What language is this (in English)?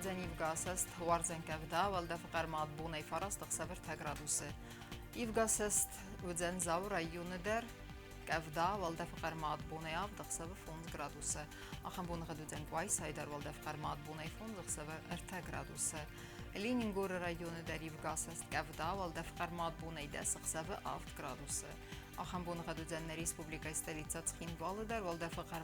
Ossetic